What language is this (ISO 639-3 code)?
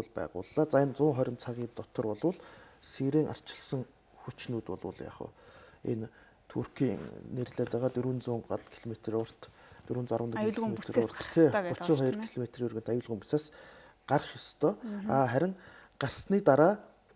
mon